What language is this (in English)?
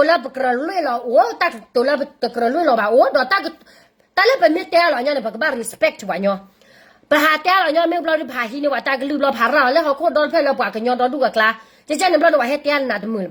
S'gaw Karen